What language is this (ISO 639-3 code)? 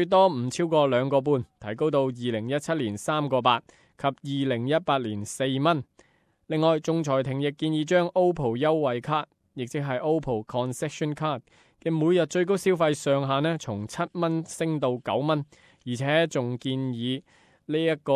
yue